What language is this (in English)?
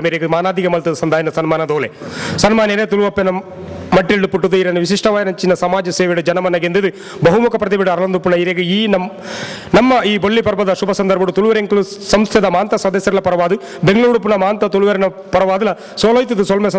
Tulu